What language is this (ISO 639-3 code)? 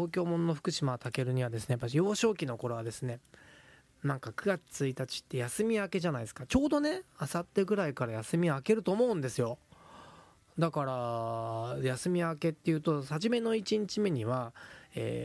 jpn